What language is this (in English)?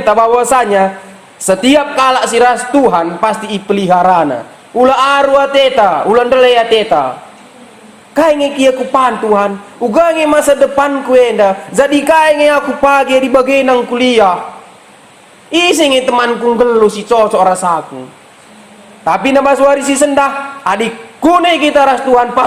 Batak Karo